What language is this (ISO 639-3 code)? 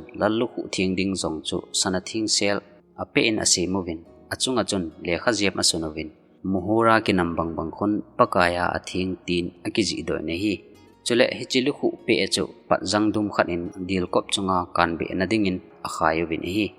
tcz